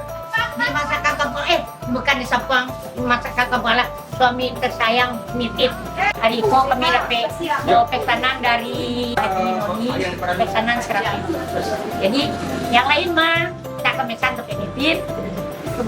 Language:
Minangkabau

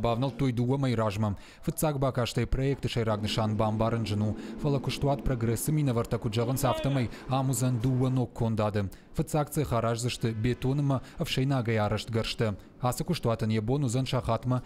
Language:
Ossetic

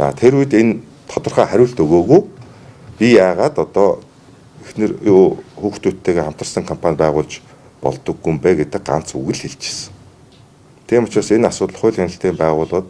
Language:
Mongolian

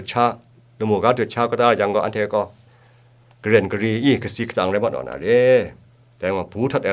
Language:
Kachin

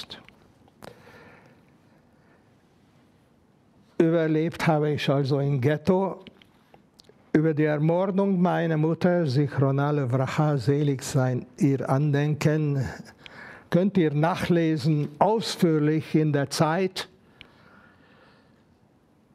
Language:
German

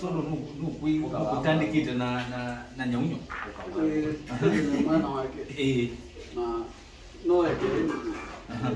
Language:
Kamba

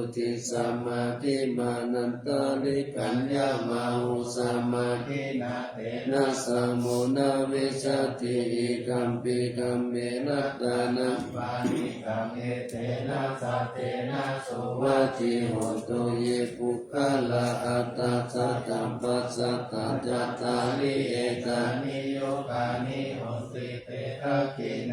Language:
Pali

